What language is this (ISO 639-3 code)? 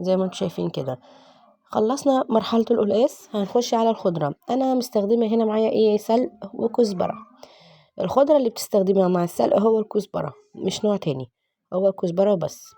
arz